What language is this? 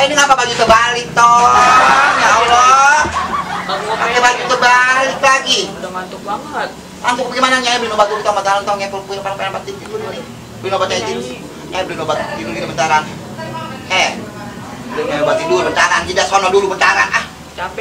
Betawi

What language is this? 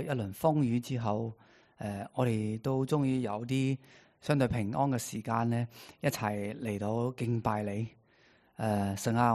Cantonese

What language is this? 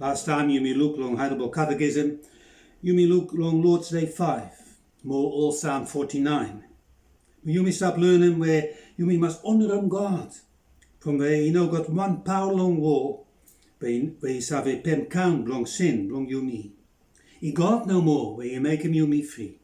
Bislama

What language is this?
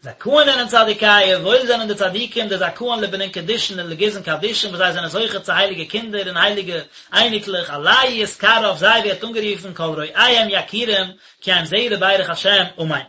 Yiddish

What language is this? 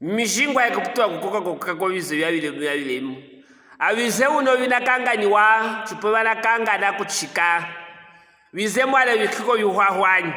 Luvale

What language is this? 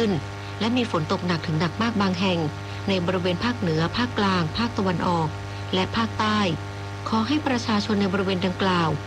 Thai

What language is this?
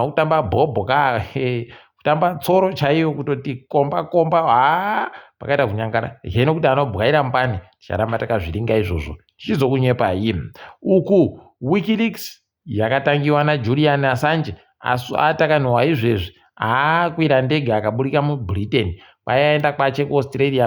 Ndau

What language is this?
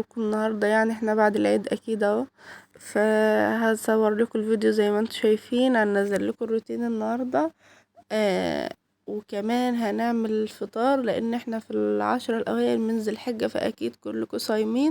Egyptian Arabic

